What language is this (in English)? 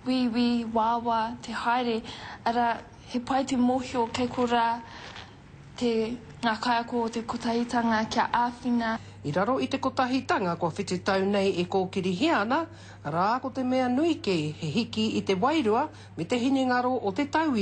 Māori